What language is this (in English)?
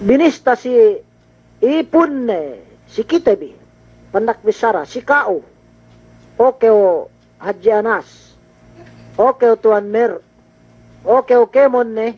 Yakan